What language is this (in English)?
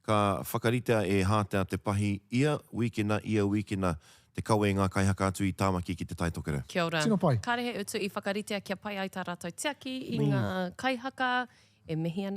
Māori